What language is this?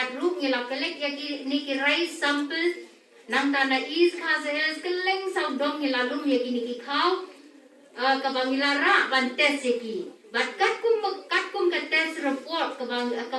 Khasi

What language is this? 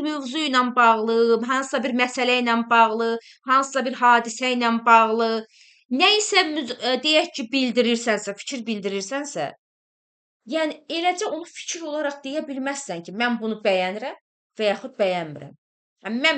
Azerbaijani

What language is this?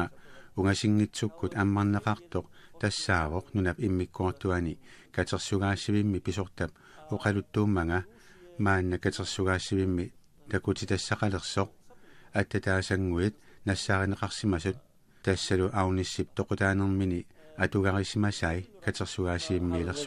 Kalaallisut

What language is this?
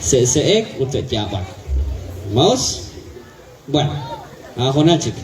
Kekchí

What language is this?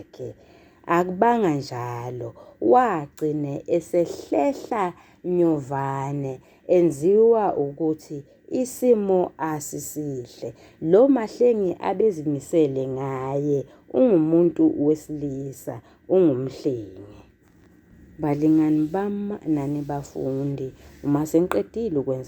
Zulu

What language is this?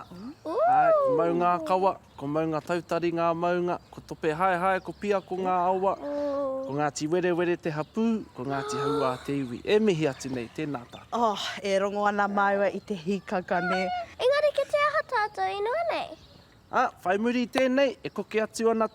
Māori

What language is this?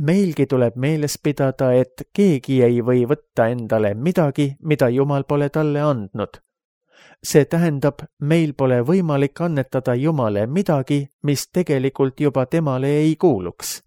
Estonian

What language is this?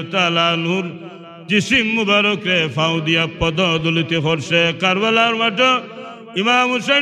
Sylheti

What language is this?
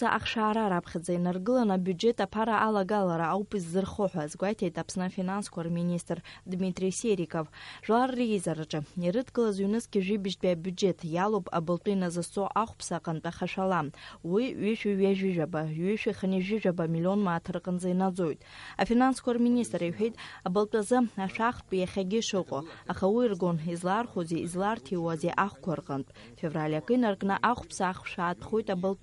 Abkhazian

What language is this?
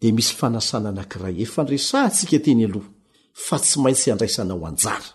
Malagasy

